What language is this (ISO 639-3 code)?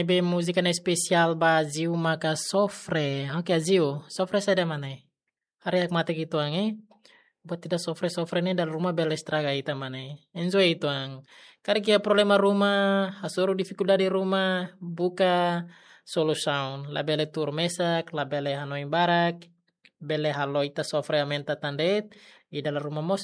tet